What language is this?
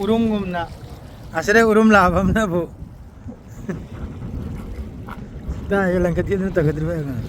Manipuri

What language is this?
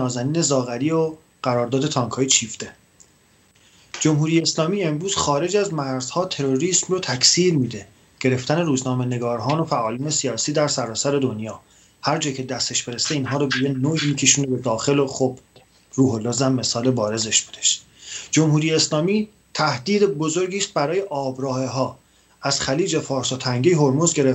Persian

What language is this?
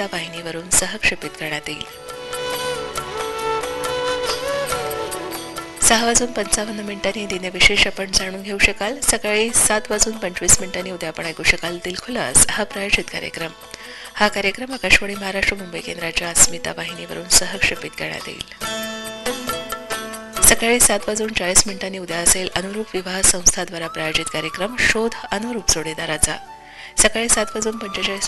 Marathi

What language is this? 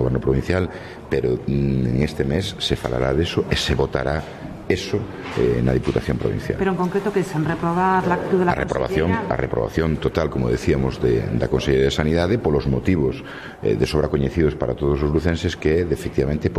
Galician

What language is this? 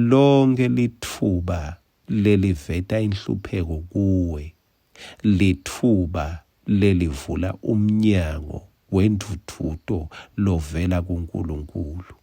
Swati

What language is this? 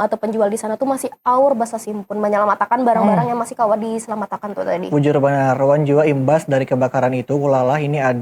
Banjar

